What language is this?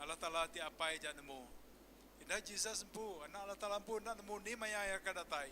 Iban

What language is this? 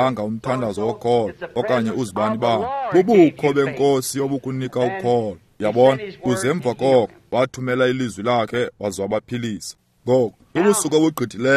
Xhosa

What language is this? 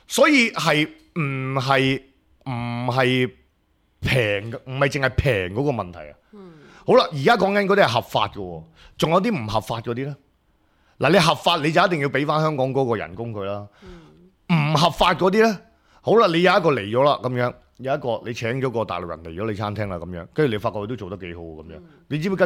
Cantonese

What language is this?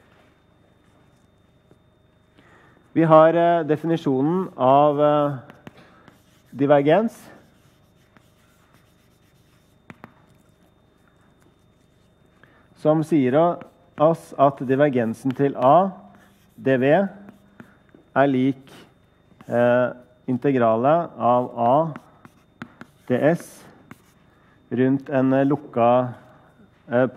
Norwegian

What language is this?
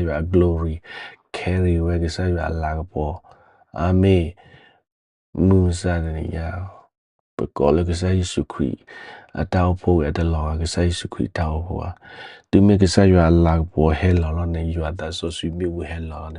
S'gaw Karen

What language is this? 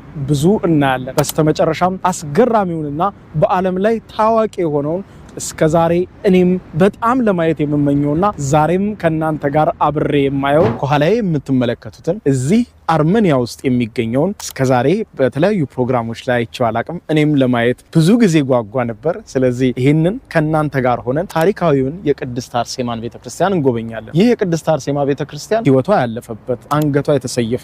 Amharic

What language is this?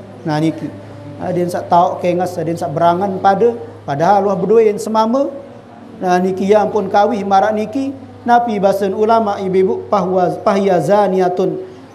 Sasak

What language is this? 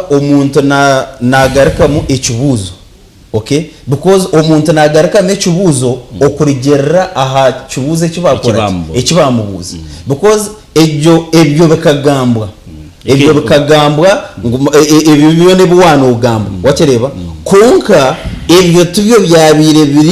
Nyankole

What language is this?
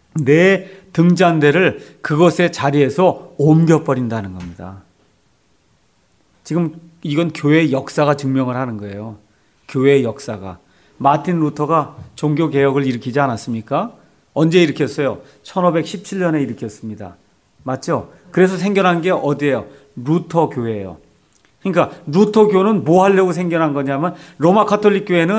Korean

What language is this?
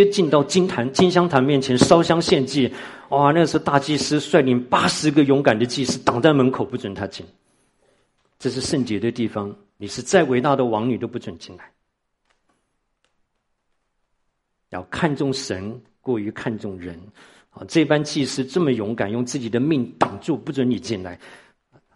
Chinese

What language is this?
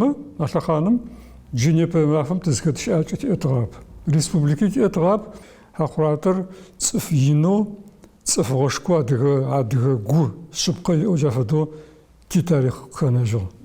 Adyghe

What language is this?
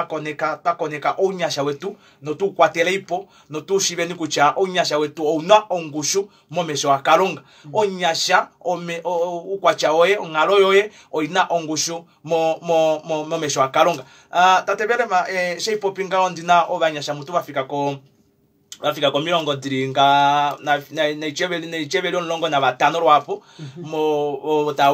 Kuanyama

